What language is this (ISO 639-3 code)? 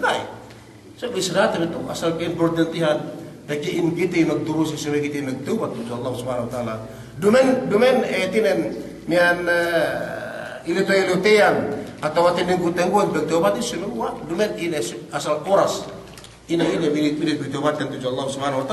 yka